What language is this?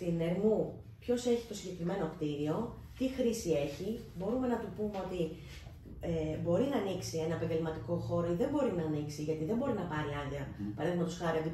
Greek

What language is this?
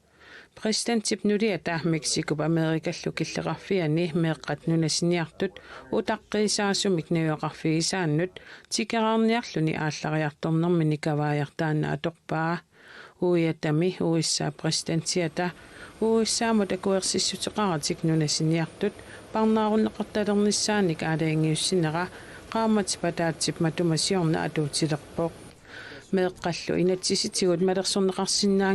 Kalaallisut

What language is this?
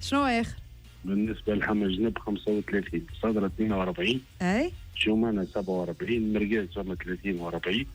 Tunisian Arabic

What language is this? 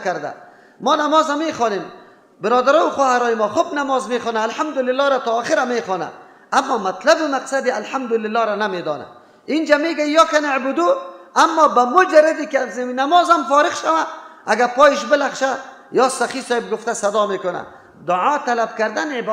Persian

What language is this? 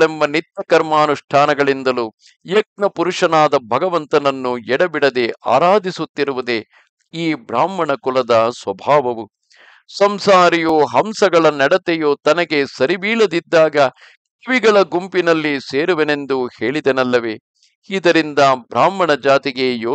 Kannada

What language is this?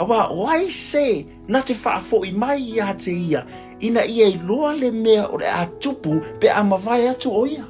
Samoan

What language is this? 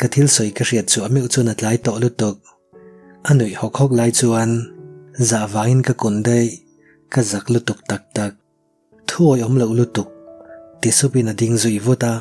Mizo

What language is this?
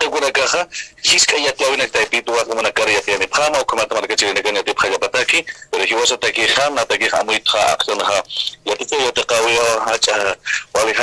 Aymara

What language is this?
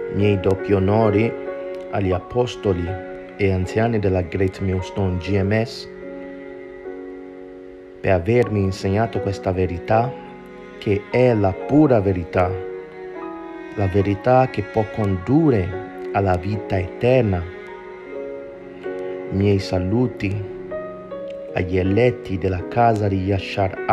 Italian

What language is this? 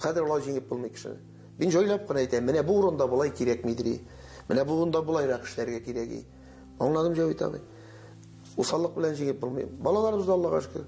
Tatar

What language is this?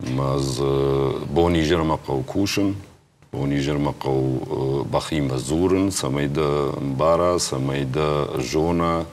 Ossetic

